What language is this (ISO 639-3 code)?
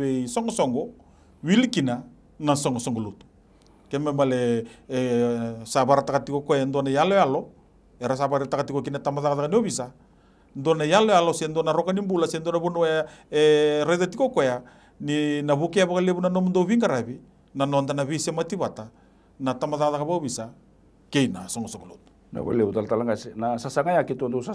fij